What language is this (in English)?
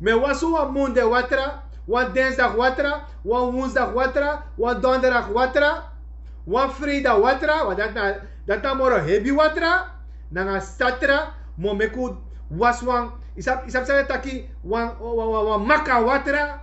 Sranan Tongo